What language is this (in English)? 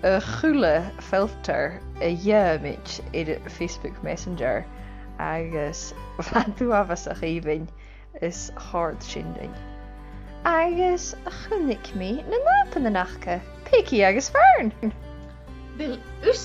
Scottish Gaelic